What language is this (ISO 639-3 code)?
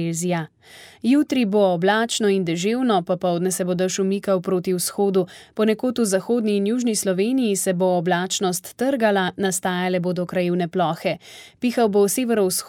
slv